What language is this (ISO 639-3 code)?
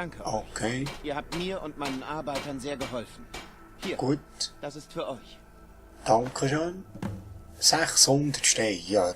gsw